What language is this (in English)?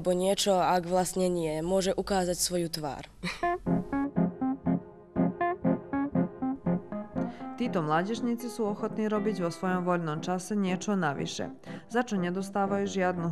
Slovak